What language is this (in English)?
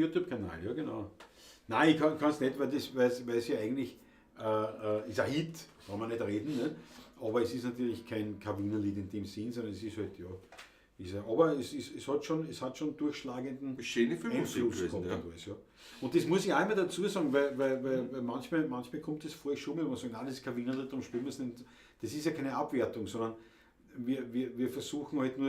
Bavarian